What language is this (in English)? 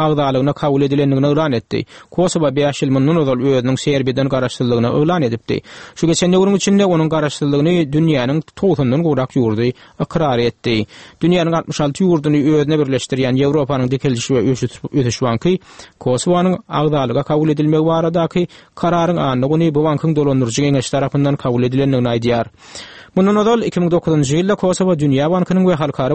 Turkmen